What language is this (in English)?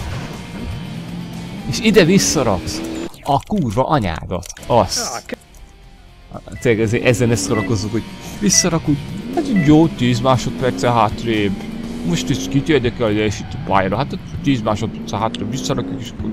Hungarian